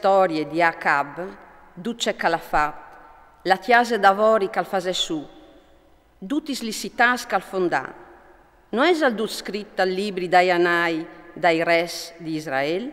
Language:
Friulian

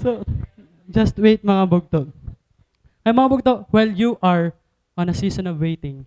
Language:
Waray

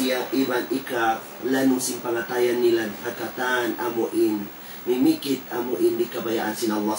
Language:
Tausug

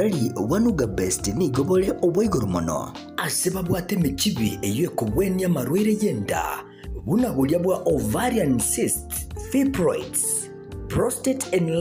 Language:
Gusii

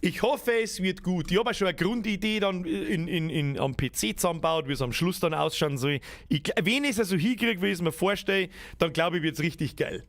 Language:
Bavarian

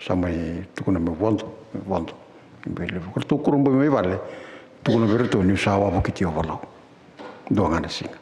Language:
Fijian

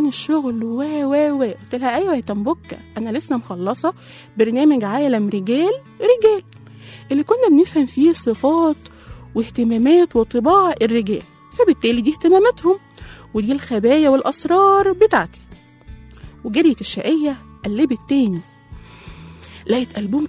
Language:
Egyptian Arabic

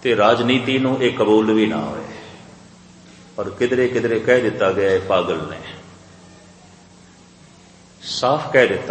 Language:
Punjabi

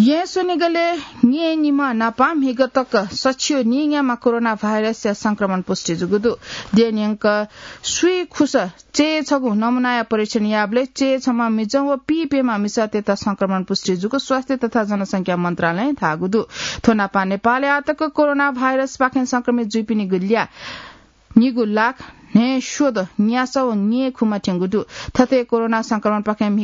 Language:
Newari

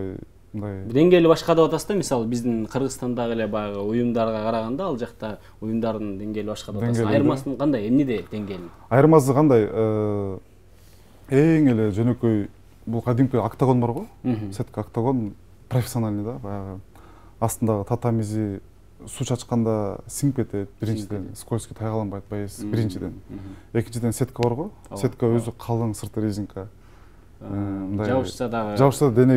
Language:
Kyrgyz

